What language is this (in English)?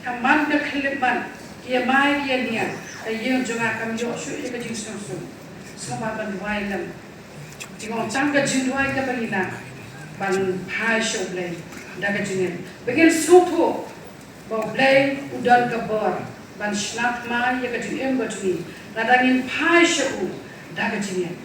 Khasi